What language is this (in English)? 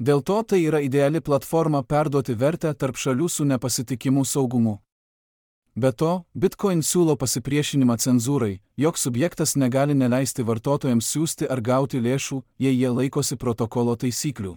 Lithuanian